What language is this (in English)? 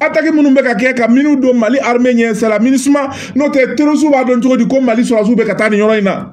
Bambara